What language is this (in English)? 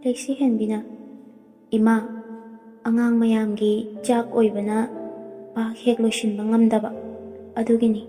Manipuri